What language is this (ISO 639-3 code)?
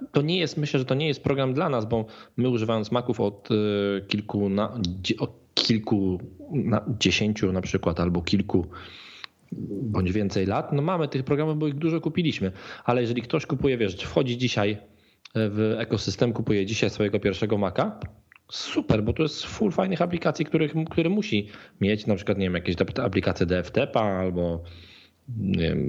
pol